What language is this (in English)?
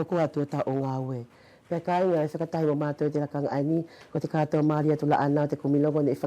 Wallisian